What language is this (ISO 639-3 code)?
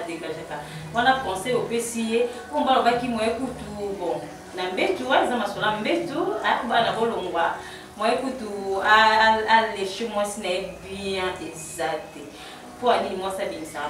lin